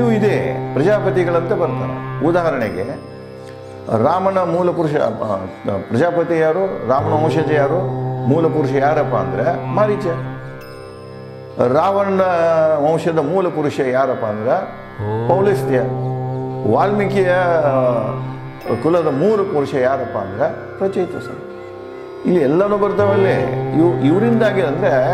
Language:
Kannada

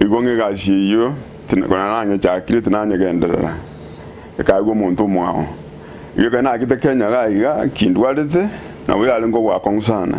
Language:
Gusii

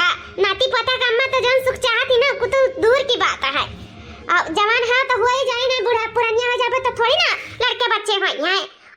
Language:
Awadhi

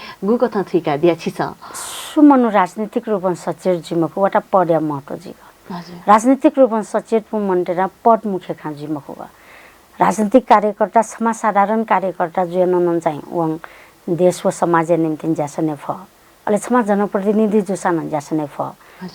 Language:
Newari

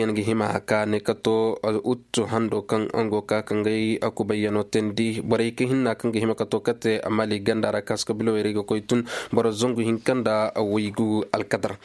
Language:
Koyraboro Senni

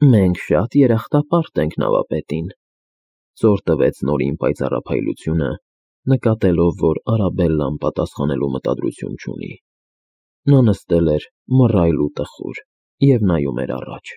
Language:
Armenian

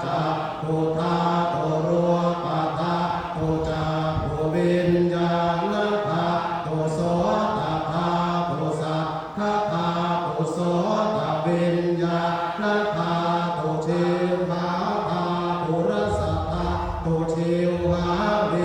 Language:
Pali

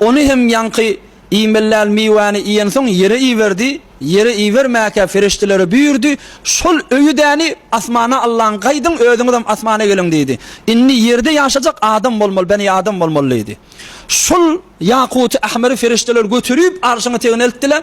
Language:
Turkmen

